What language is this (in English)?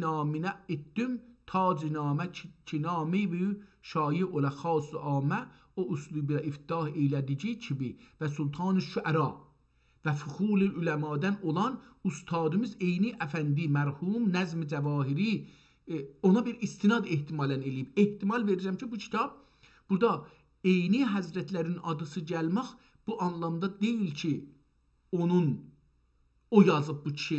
South Azerbaijani